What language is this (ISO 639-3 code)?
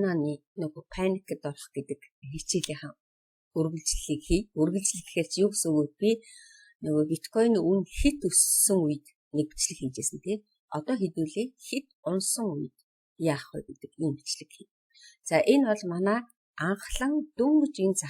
mon